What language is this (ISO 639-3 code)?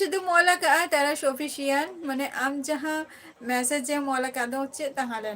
sat